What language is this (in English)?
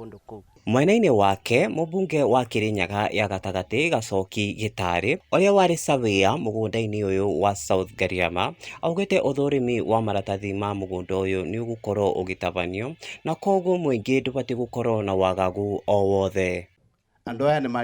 Kikuyu